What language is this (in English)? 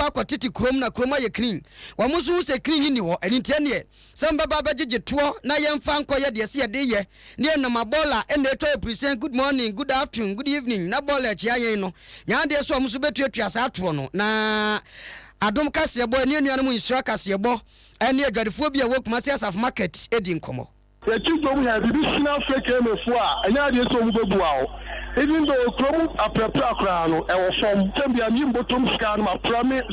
Akan